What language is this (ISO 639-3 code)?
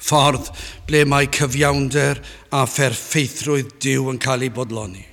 cym